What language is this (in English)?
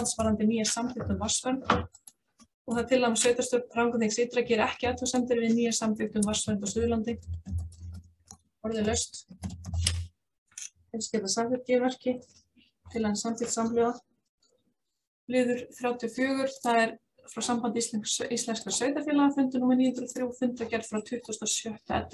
Icelandic